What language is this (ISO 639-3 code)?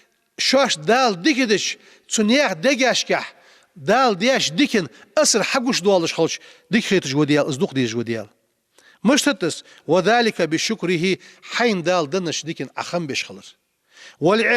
inh